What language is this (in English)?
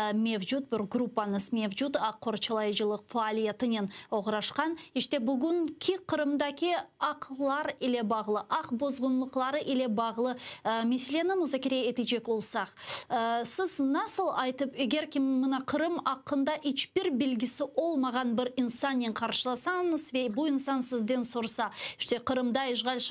Crimean Tatar